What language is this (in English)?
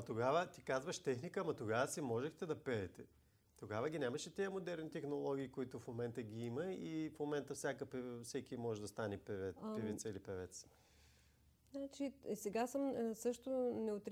Bulgarian